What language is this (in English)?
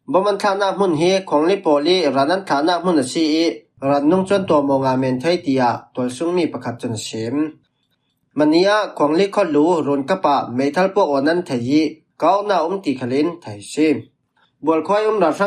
Falam Chin